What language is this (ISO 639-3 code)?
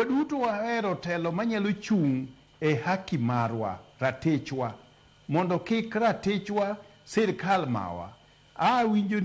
luo